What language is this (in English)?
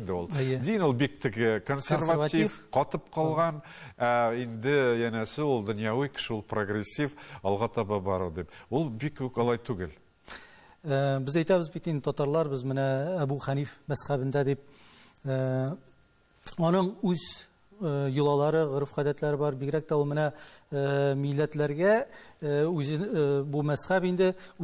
Tatar